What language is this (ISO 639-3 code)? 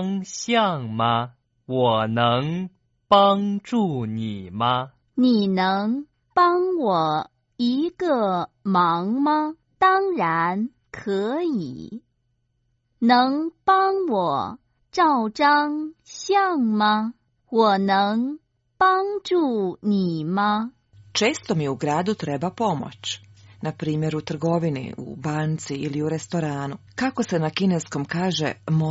hrv